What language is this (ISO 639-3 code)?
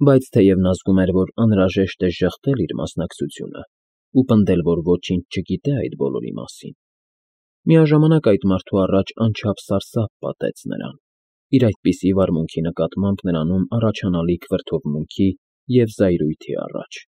hye